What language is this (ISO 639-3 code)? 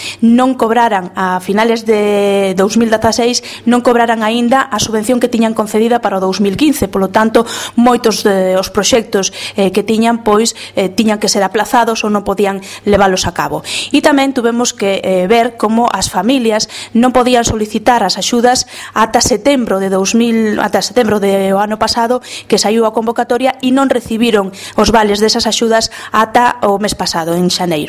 glg